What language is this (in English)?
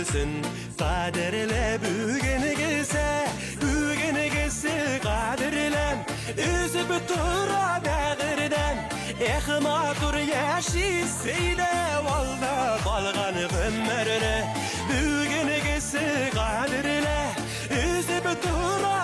Bashkir